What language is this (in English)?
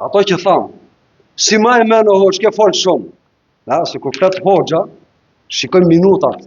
Albanian